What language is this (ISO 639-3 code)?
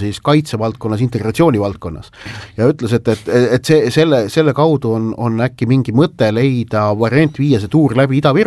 est